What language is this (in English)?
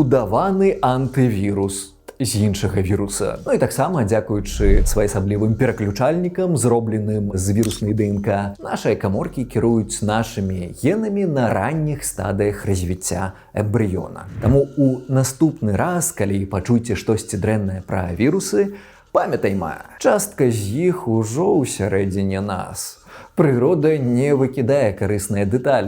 Belarusian